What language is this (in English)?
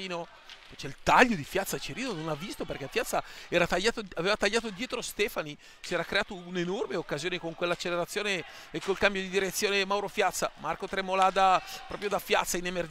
Italian